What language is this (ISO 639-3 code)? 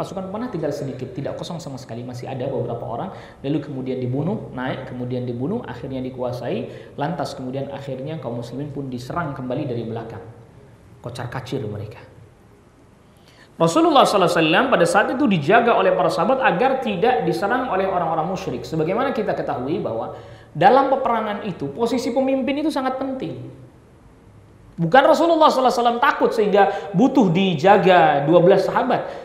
ind